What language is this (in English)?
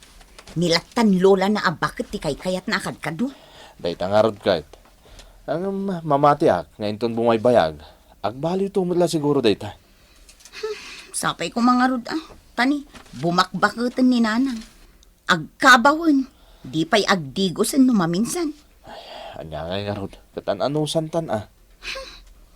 Iloko